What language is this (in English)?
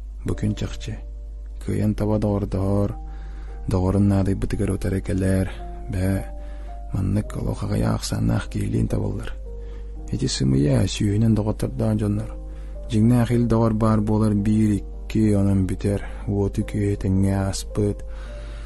Yakut